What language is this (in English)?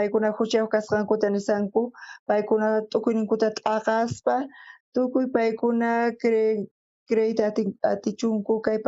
South Bolivian Quechua